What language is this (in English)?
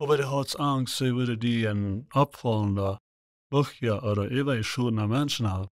Plautdietsch